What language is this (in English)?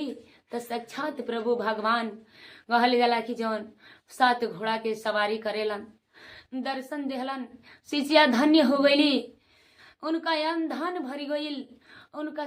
Bhojpuri